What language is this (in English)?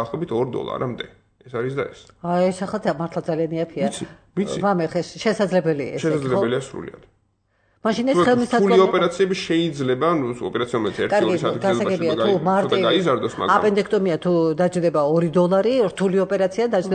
Georgian